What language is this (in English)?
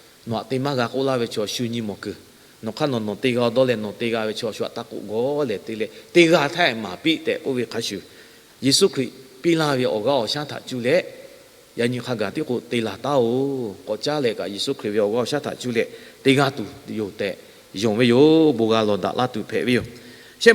Lahu